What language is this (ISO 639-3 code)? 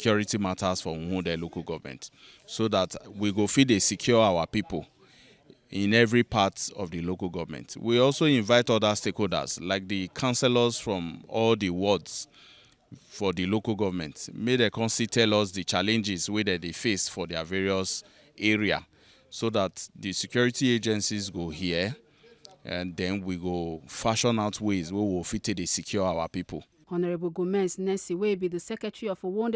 pcm